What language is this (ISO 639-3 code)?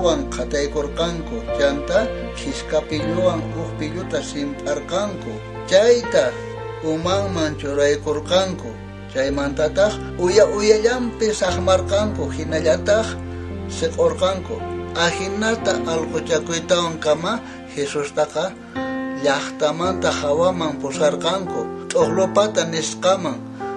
quh